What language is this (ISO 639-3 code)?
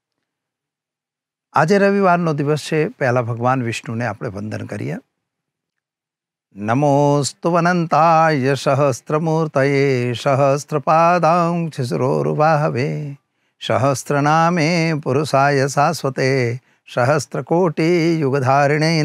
guj